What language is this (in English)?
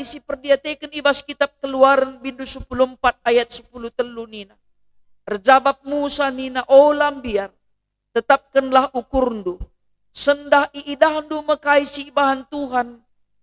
Batak Karo